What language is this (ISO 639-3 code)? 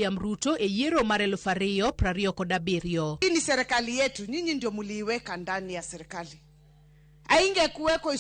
luo